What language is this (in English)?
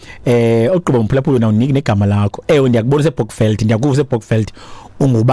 Xhosa